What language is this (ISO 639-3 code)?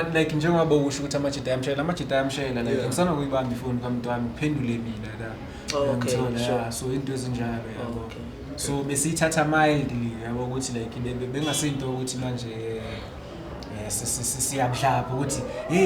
zul